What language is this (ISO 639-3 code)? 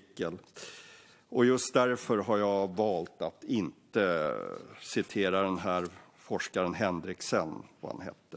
swe